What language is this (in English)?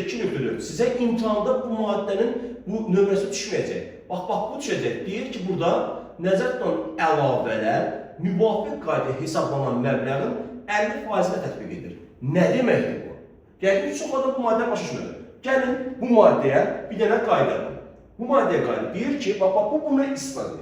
Azerbaijani